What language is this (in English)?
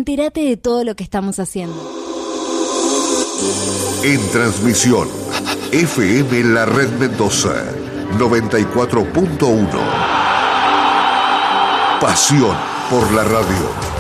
Spanish